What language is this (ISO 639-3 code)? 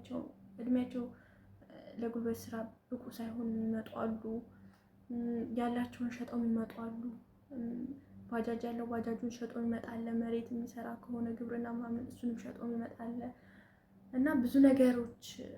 amh